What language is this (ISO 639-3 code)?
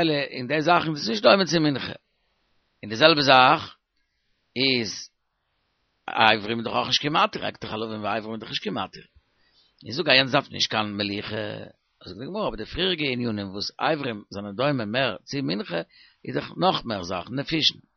yid